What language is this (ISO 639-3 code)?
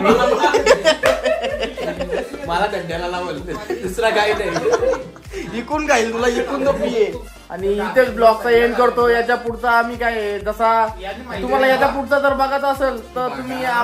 mar